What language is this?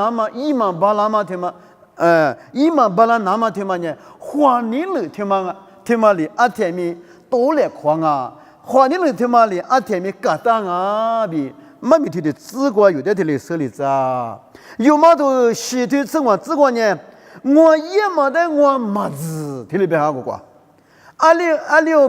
Lisu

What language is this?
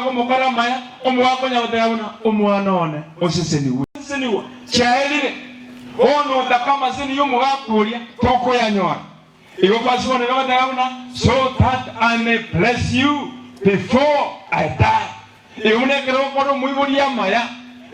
Gusii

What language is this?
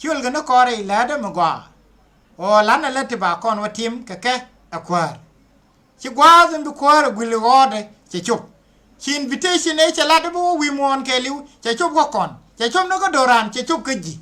Nuer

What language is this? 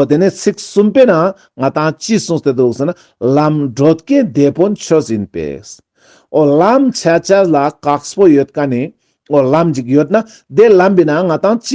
Ladakhi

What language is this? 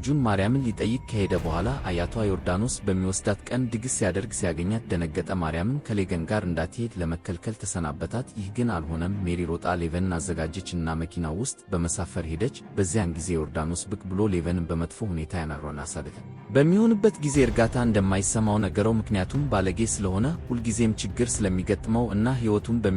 Amharic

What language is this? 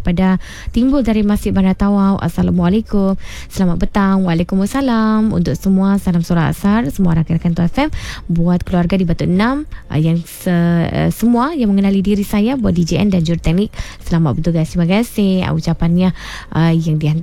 Malay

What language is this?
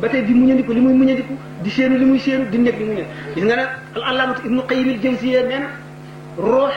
Wolof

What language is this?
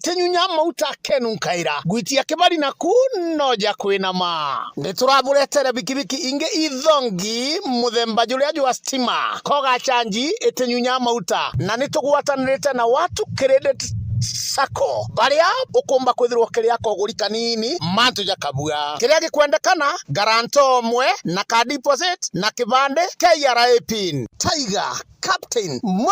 Meru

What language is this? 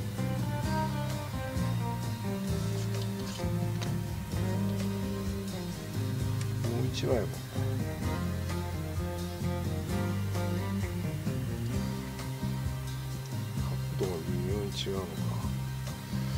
Japanese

